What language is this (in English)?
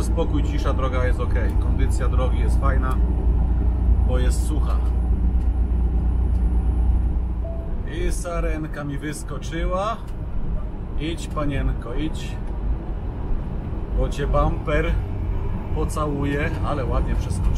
Polish